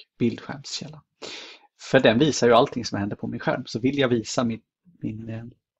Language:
Swedish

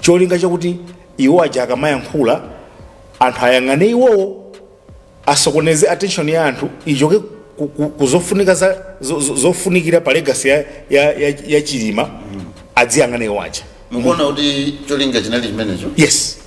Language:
Nyanja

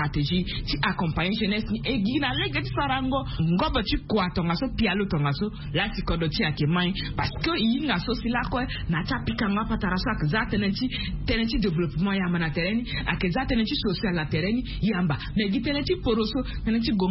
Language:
Sango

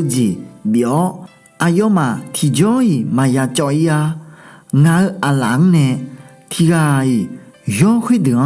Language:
Akha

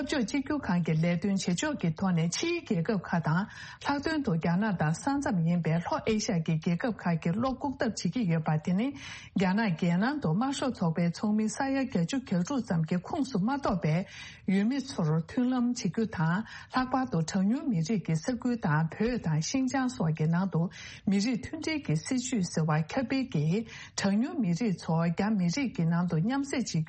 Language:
Tibetan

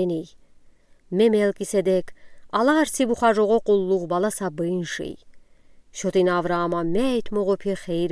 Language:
Udi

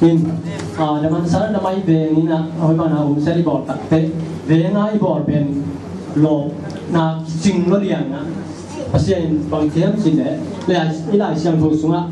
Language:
Tedim Chin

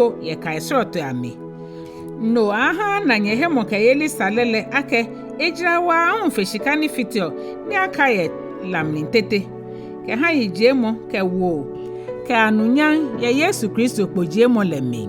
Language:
Ga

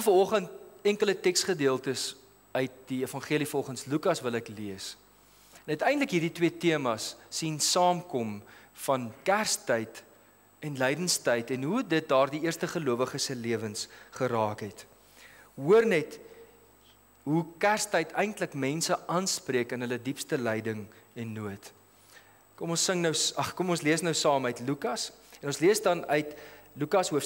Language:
Afrikaans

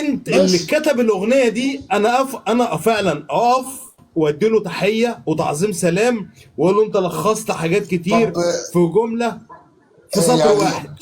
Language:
Egyptian Arabic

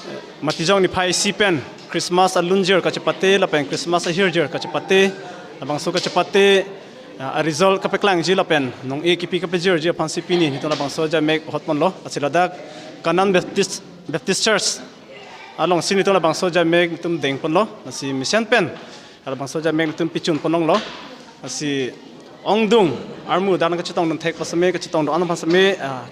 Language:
Karbi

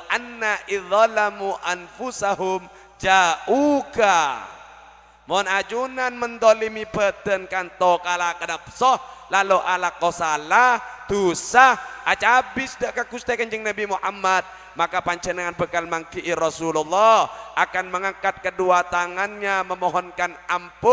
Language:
Madurese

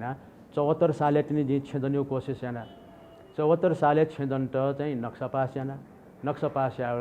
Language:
Newari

